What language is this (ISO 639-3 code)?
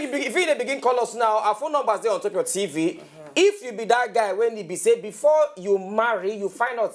pcm